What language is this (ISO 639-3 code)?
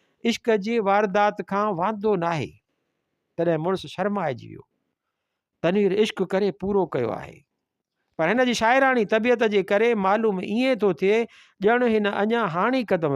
snd